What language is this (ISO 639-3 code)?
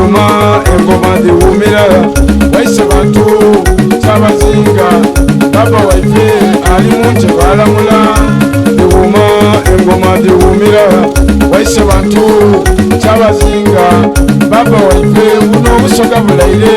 xog